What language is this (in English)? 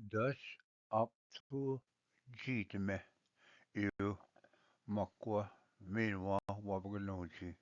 Ojibwa